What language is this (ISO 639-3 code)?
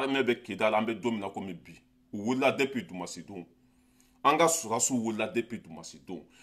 bam